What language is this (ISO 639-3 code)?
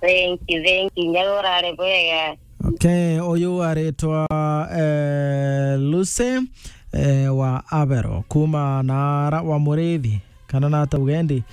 mer